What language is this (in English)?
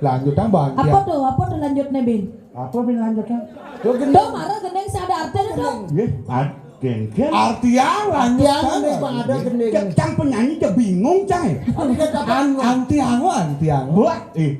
Balinese